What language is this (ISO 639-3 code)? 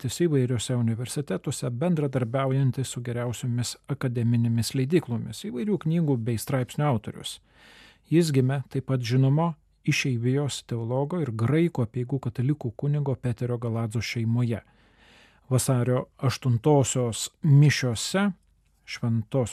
lit